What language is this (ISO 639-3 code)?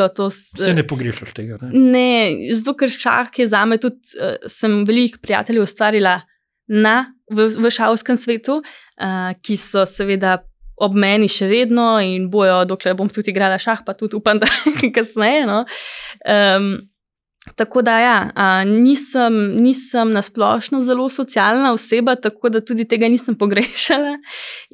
slv